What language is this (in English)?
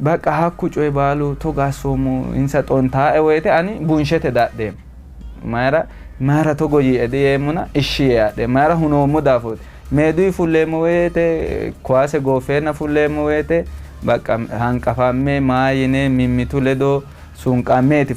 Sidamo